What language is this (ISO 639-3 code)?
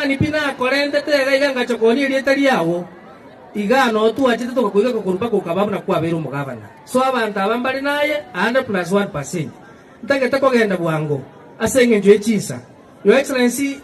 guz